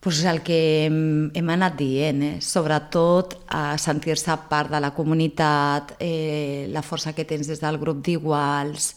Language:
Catalan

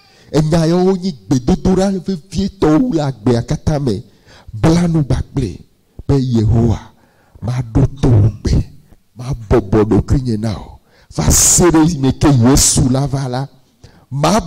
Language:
Ewe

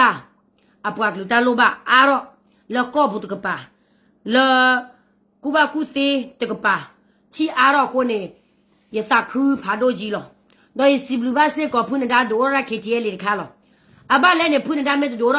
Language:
S'gaw Karen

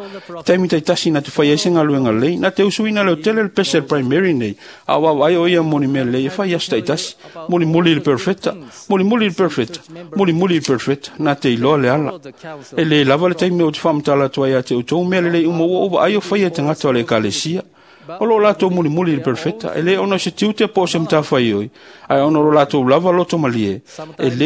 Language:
Samoan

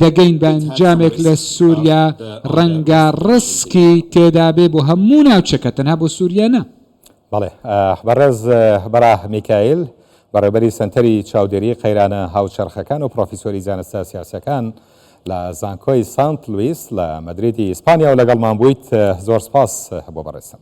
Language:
Central Kurdish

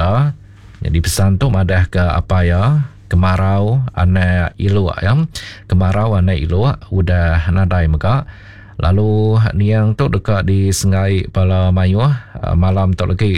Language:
Iban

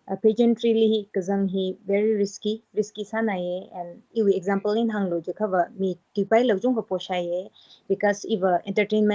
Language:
Tangkhul Naga (India)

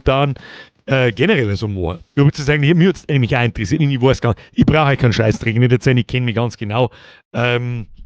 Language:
Bavarian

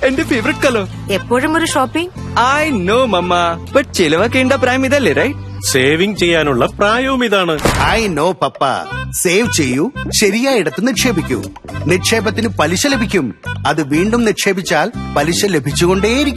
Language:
Malayalam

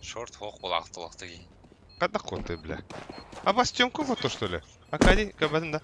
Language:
Yakut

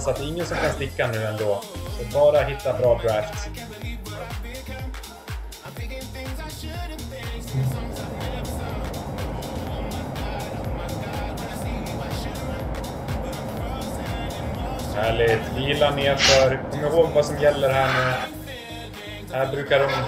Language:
Swedish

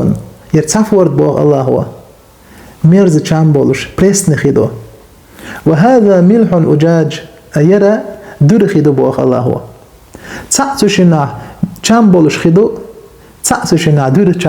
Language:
Chechen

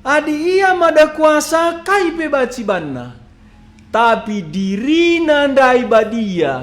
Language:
Batak Karo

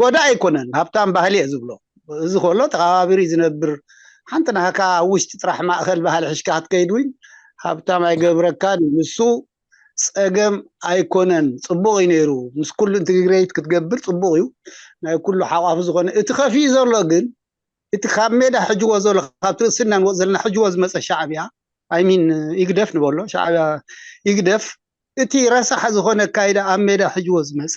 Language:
Tigrinya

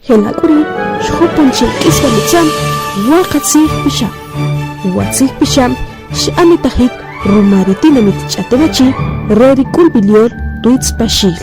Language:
Achi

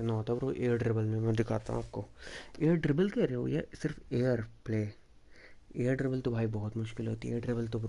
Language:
Hindi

